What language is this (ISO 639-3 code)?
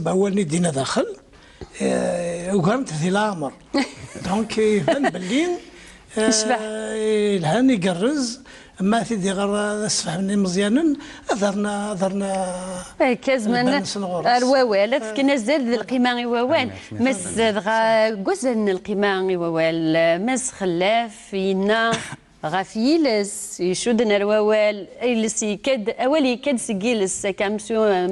kab